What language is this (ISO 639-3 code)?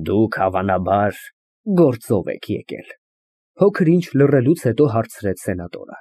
hye